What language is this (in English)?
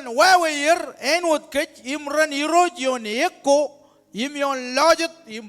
Marshallese